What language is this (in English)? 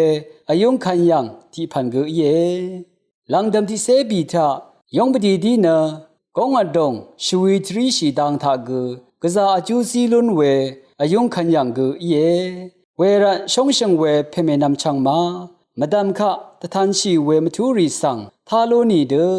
Rawang